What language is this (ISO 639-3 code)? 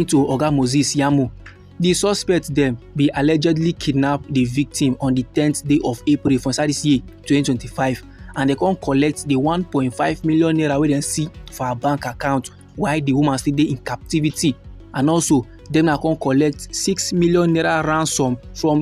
pcm